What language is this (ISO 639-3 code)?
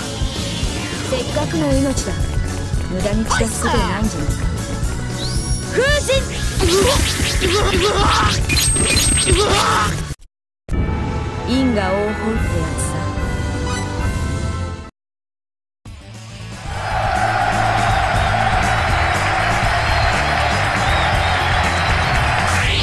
jpn